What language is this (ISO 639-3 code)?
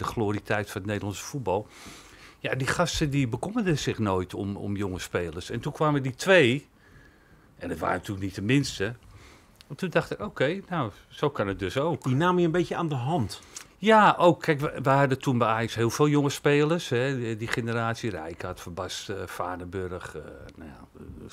nld